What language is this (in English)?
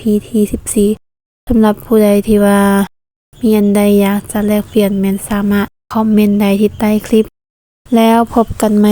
Lao